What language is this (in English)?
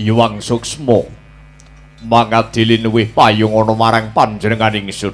Javanese